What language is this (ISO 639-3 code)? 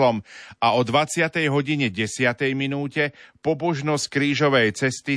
slk